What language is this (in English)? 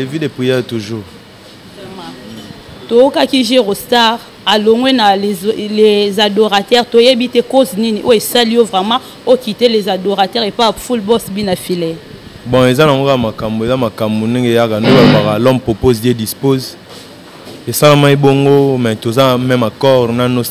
Lingala